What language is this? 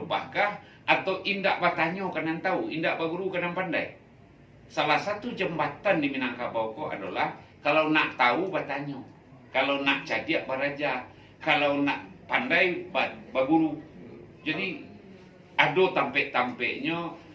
Minangkabau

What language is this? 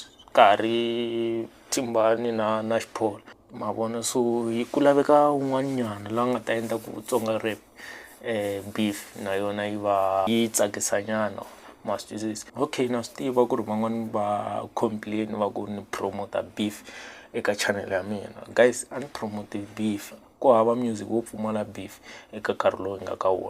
Tsonga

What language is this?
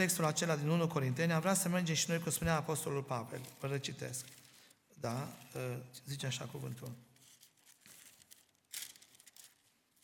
Romanian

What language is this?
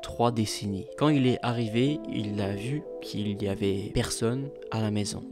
French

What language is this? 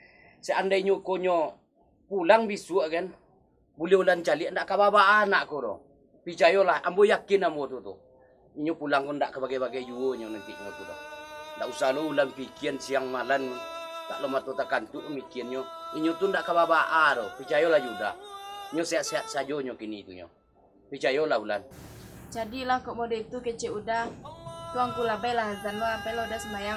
Minangkabau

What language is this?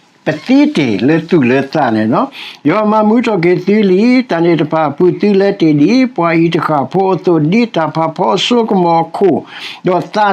S'gaw Karen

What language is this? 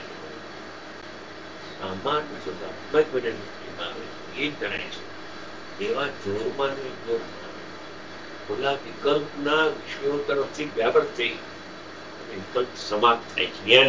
Gujarati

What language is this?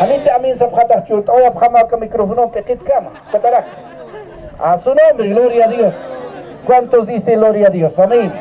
Aymara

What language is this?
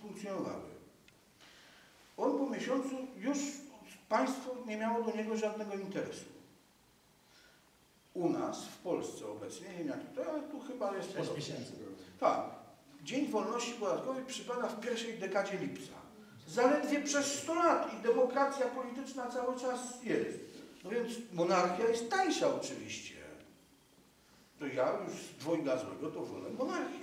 Polish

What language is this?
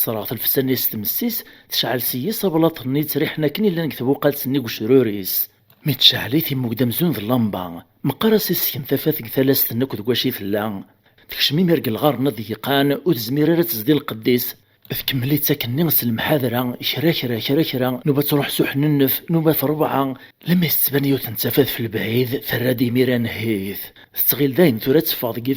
Kabyle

